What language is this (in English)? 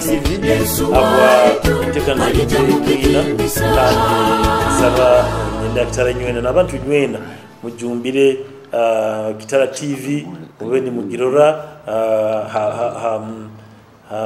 Nyoro